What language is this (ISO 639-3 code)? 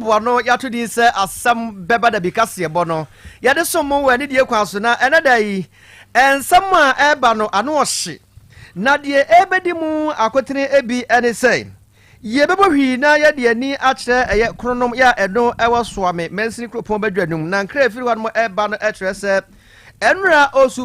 aka